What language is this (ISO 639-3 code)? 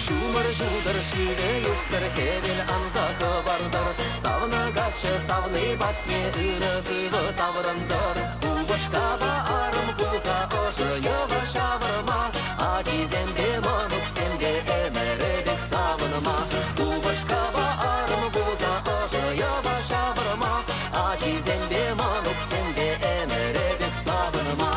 chv